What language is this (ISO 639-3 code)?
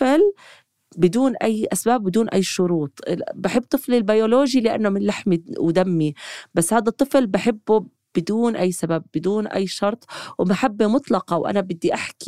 apc